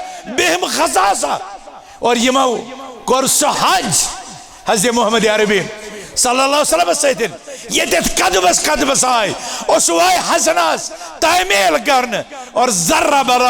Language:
Kashmiri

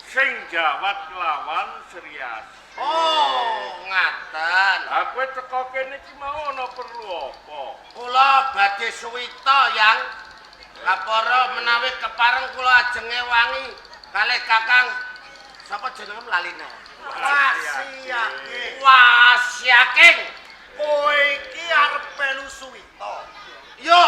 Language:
Javanese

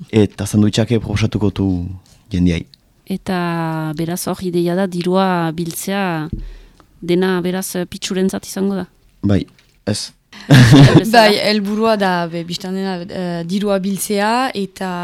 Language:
Basque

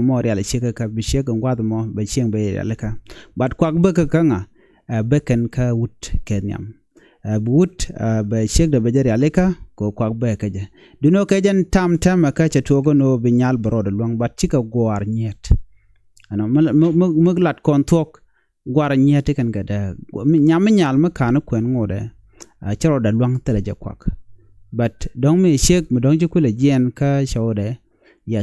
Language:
Nuer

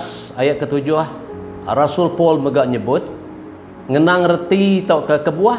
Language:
Iban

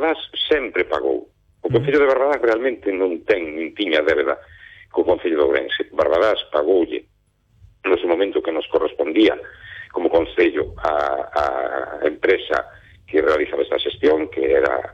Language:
Galician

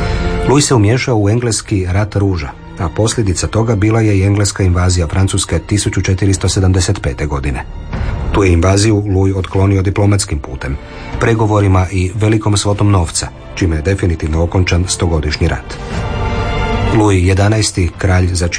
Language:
Croatian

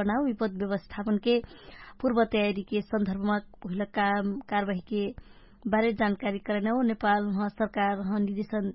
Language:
Dangaura Tharu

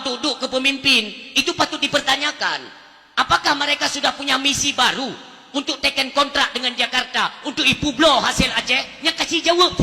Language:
Achinese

